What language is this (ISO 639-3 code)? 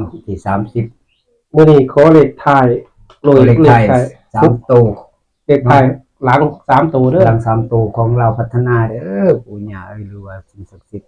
tts